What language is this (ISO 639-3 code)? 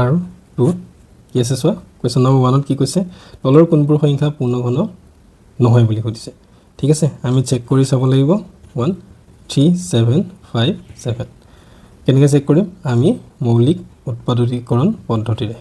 asm